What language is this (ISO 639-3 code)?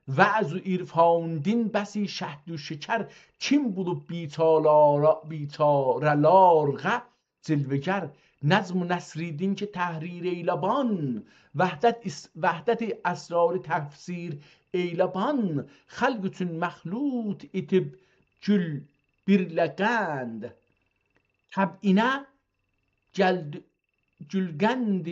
azb